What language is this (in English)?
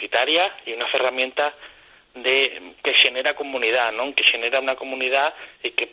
Asturian